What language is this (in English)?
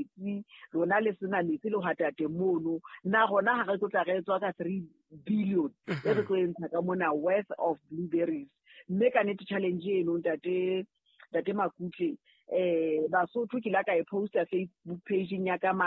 Southern Sotho